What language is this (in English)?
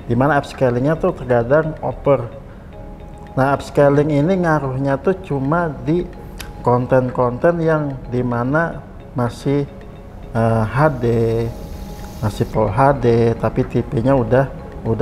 Indonesian